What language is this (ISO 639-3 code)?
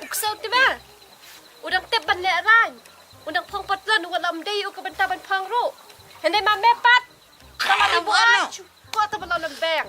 kha